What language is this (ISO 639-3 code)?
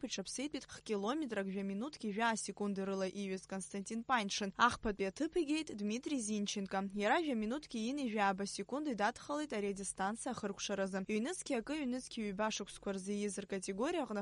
abk